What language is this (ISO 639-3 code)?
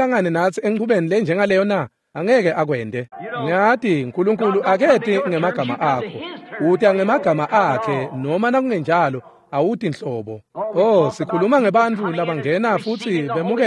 ssw